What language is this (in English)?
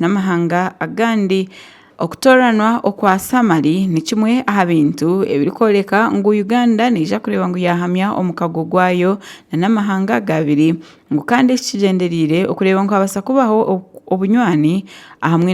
Nyankole